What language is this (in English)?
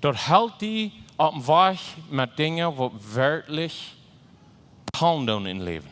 Plautdietsch